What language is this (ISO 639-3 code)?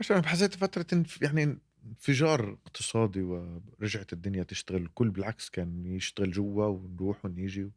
apc